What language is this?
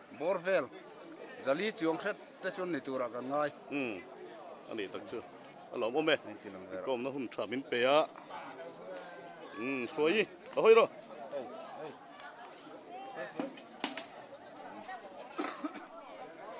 Vietnamese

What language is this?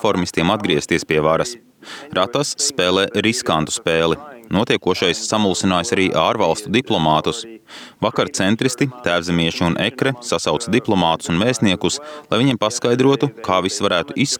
Latvian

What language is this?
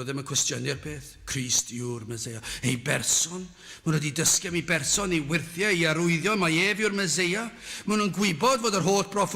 Welsh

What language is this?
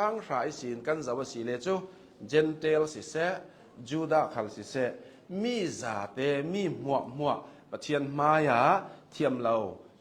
Hakha Chin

